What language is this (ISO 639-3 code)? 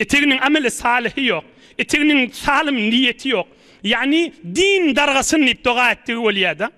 tuk